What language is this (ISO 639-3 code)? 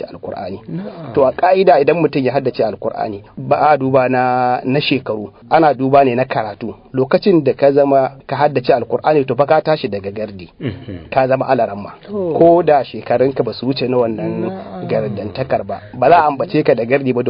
hau